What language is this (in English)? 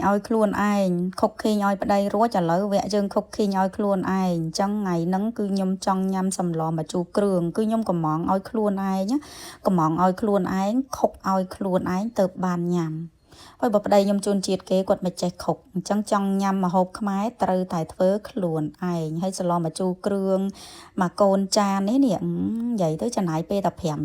Khmer